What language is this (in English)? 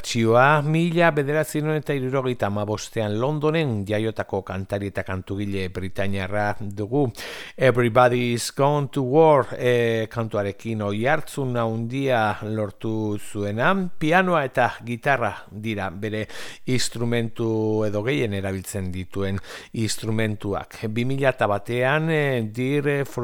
Basque